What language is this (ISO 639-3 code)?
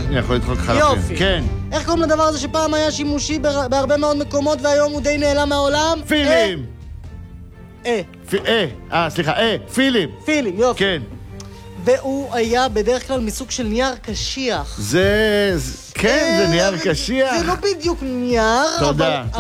heb